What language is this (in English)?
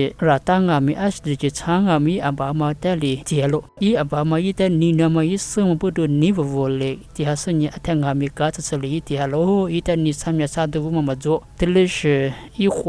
Lisu